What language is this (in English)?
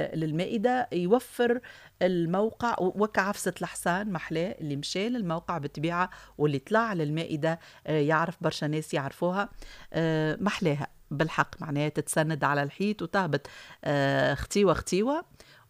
Tunisian Arabic